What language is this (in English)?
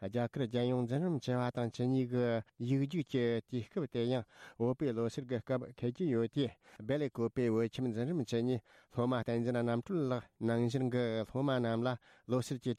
Tibetan